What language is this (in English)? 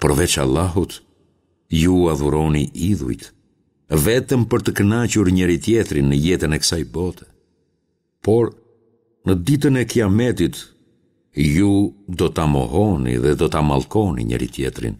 Albanian